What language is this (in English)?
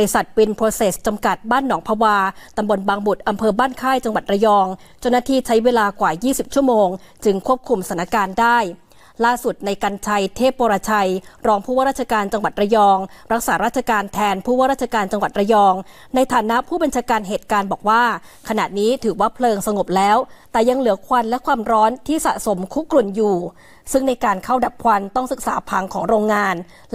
Thai